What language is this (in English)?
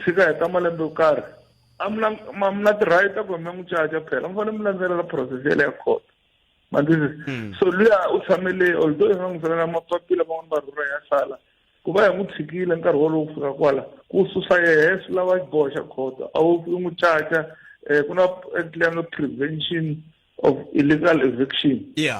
Tsonga